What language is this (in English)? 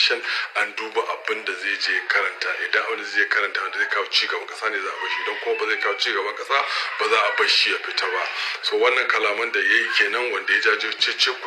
Hausa